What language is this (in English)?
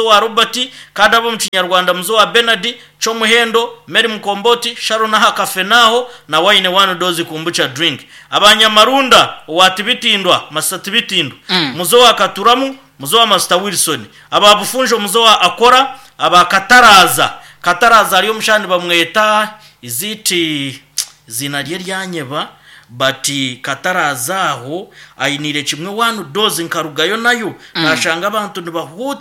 Nyankole